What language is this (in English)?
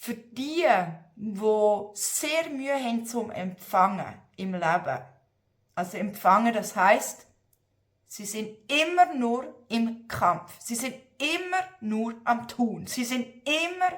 Swiss German